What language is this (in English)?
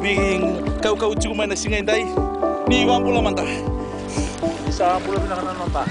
Fijian